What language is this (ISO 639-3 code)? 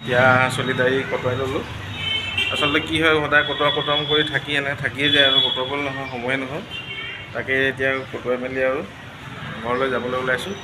asm